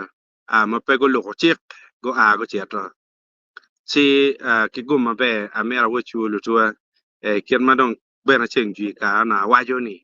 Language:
Acoli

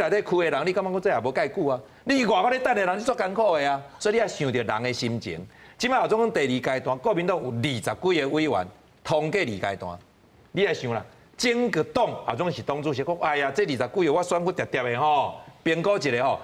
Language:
Min Nan Chinese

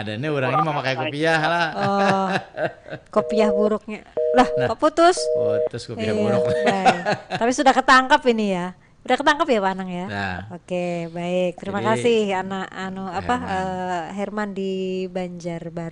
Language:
Banjar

